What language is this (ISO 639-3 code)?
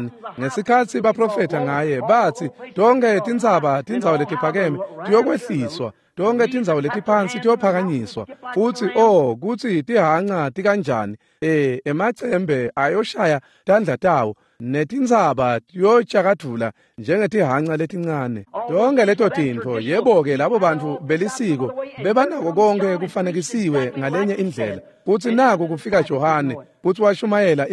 ssw